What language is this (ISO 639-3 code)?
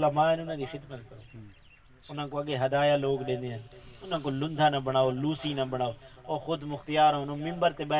skr